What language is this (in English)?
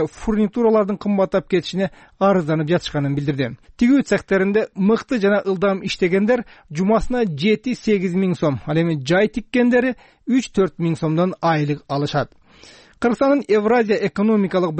Kyrgyz